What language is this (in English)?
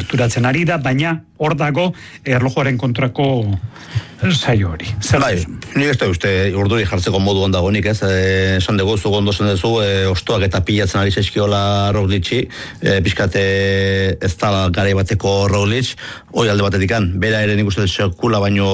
Basque